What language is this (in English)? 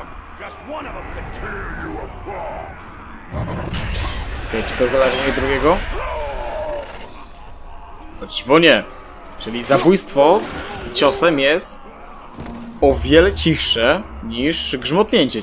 Polish